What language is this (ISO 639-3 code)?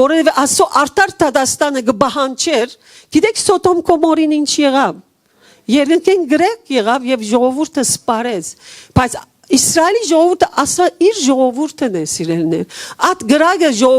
hyw